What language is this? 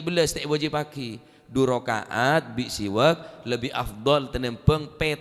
Madurese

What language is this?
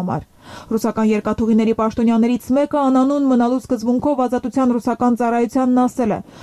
Armenian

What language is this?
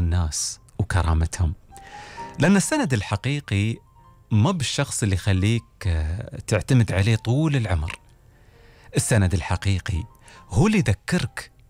Gulf Arabic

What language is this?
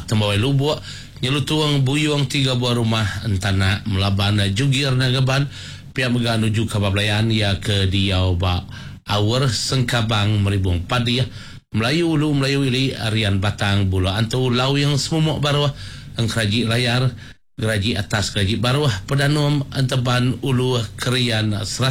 Iban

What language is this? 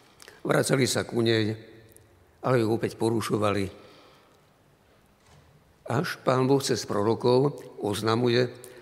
Slovak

